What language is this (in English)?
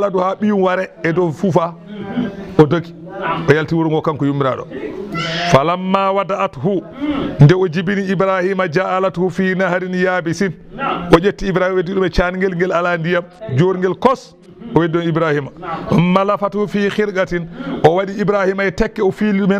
Fula